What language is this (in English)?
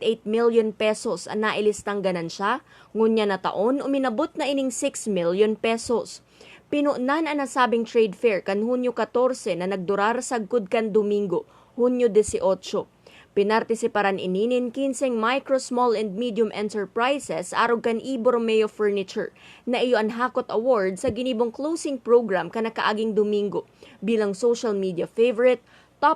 Bikol